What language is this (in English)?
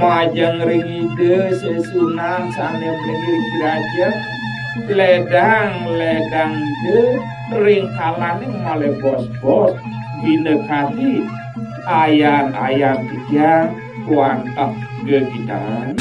Balinese